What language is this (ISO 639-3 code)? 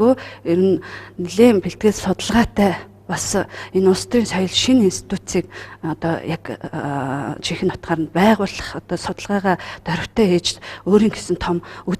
mon